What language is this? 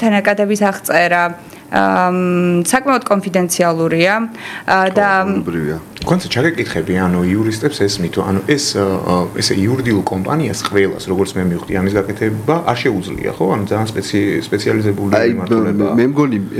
Georgian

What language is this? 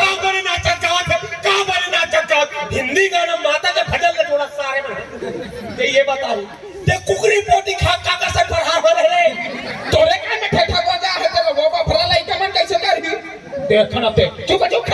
Chhattisgarhi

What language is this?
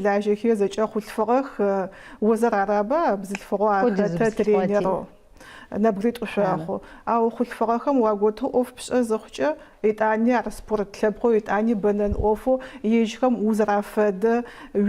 Adyghe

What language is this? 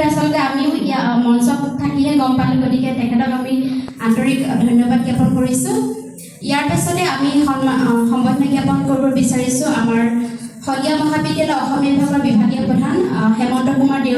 Assamese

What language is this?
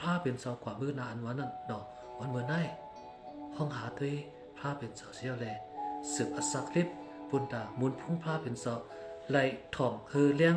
Shan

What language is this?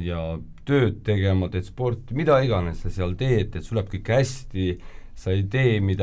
Estonian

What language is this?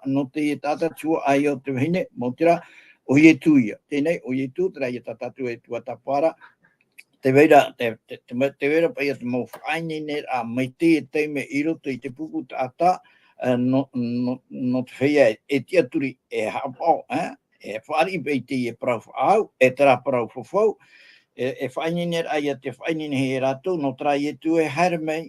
Tahitian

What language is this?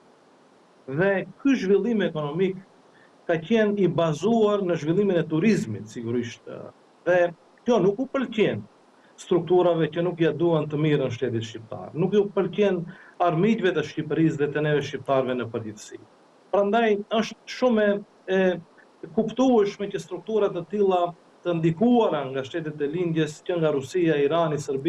Albanian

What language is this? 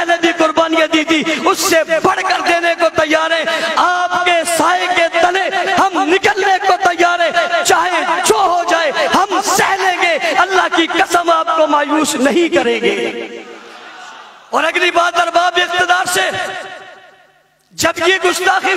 Urdu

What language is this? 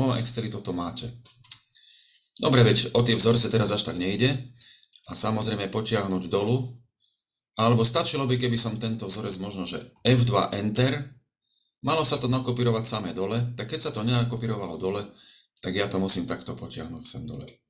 Slovak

